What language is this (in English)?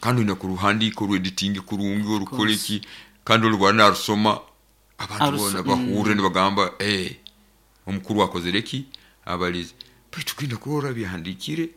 Nyoro